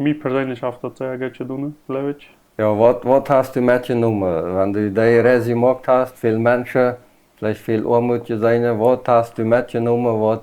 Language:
Plautdietsch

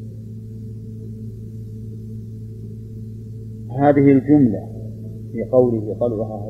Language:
Arabic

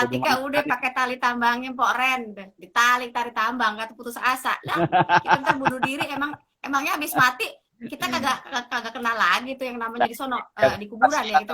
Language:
Betawi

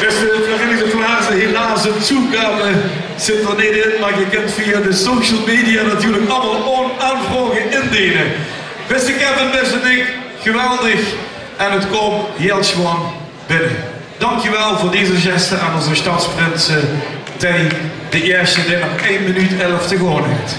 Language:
Limburgish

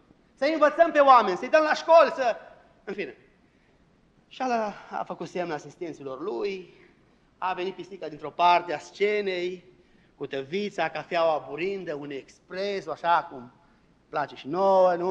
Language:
Romanian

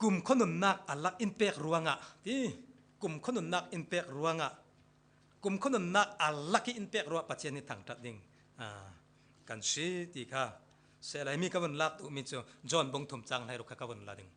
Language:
Falam Chin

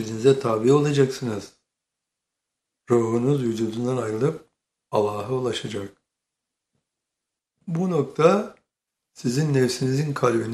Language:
Turkish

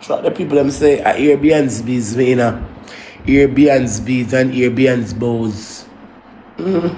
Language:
Jamaican Creole English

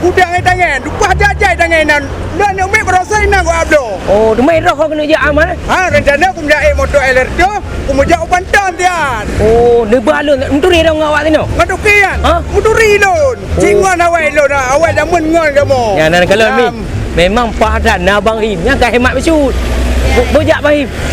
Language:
Achinese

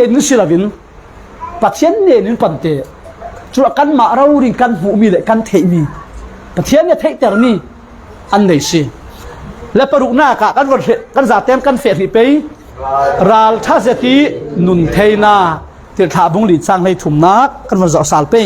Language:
Falam Chin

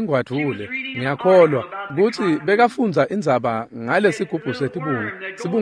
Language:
Swati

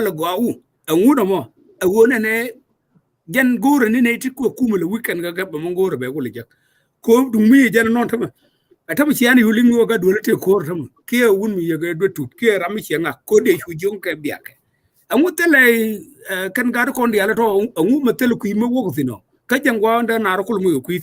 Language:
Nuer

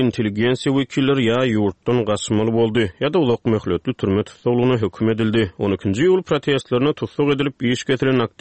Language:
Turkmen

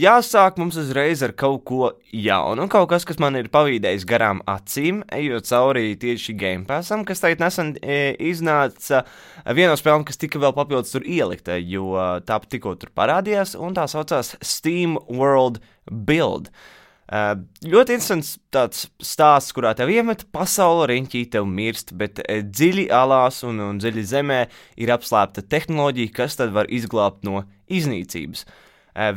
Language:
Latvian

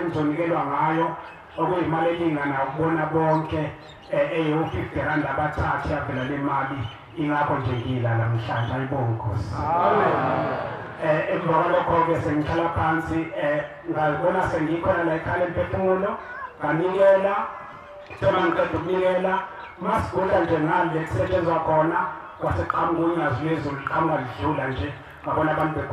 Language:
Zulu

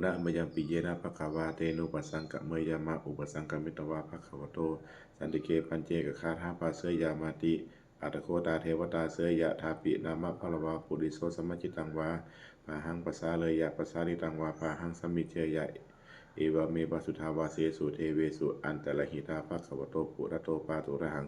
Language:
Pali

